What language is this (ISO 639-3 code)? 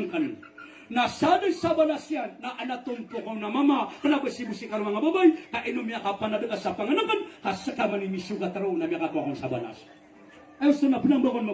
mrw